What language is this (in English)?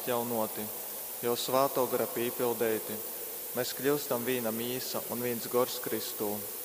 Latgalian